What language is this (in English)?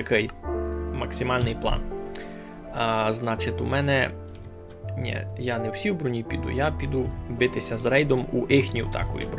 Rusyn